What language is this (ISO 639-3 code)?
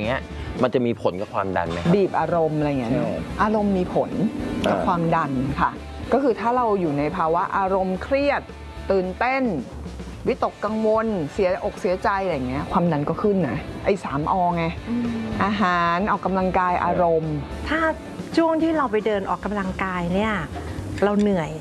tha